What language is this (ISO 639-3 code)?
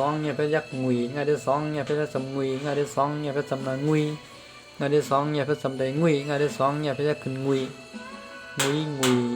shn